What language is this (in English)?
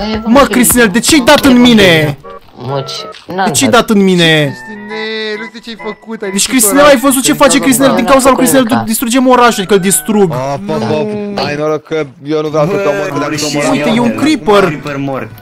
Romanian